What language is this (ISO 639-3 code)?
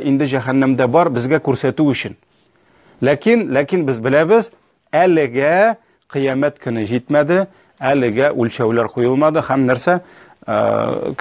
tat